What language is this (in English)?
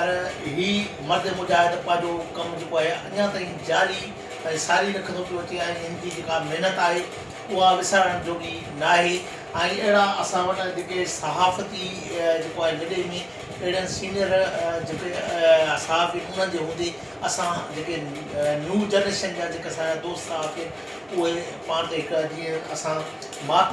Sindhi